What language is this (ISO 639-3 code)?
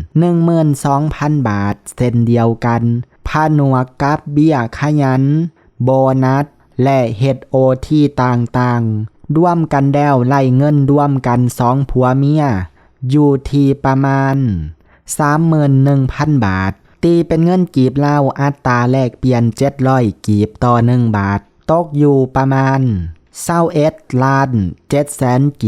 lao